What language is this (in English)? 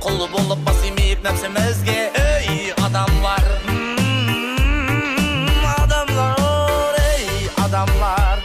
Kara-Kalpak